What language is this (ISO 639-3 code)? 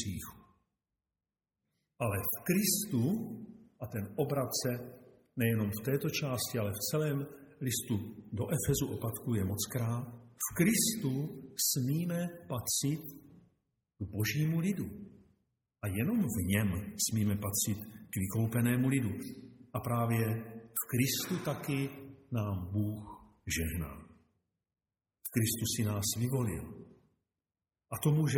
ces